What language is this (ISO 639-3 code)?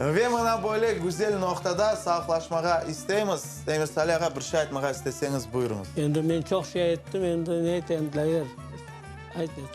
crh